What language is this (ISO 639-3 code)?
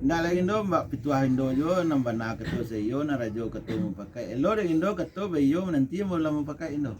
min